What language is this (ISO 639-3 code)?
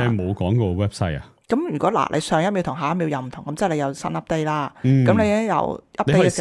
yue